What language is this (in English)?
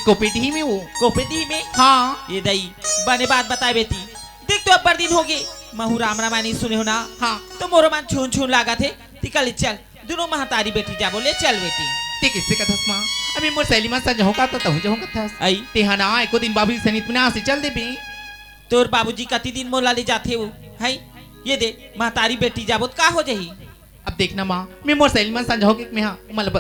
Chhattisgarhi